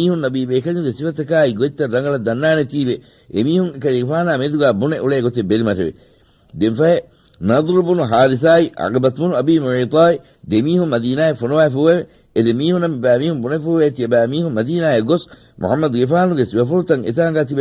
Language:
Divehi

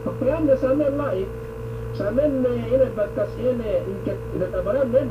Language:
Yakan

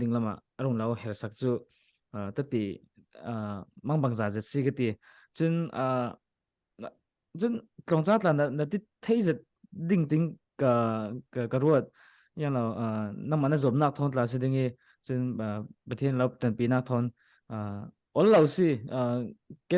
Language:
Falam Chin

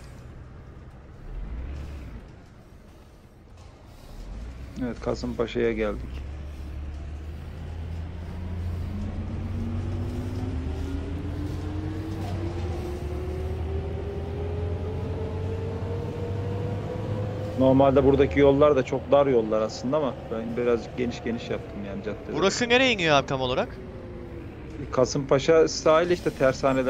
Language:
Turkish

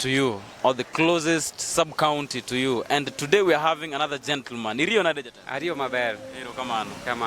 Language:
Luo (Kenya and Tanzania)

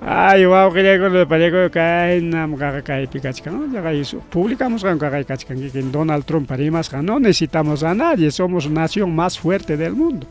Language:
Ayacucho Quechua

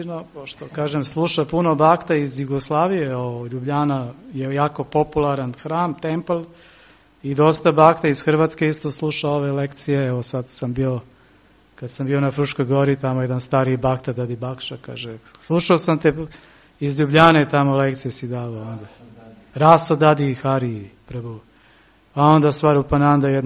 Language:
Serbian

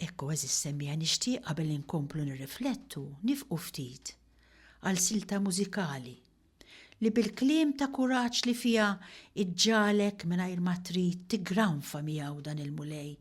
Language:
Maltese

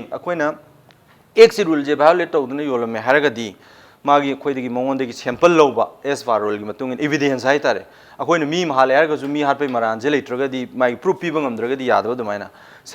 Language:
Manipuri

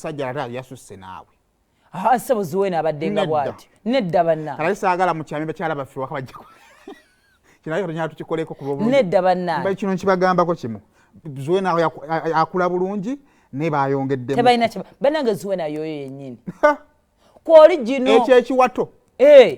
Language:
Ganda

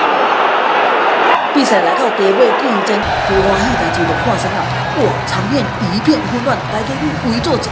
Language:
Min Nan Chinese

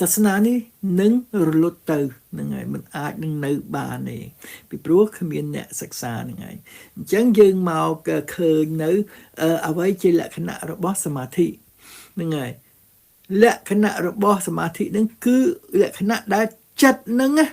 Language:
Khmer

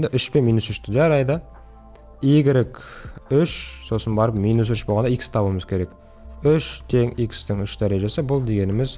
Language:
Kazakh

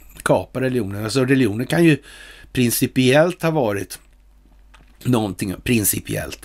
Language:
Swedish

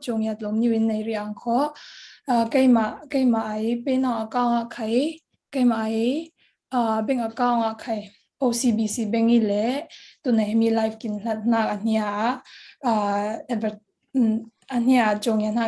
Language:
Falam Chin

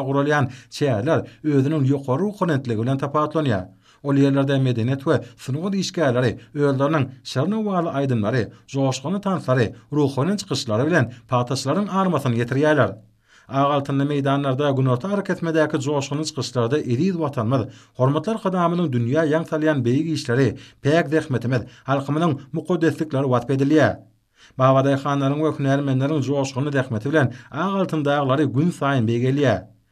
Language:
Turkmen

